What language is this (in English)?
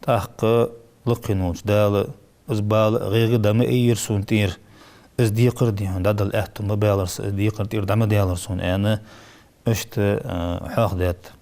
Ingush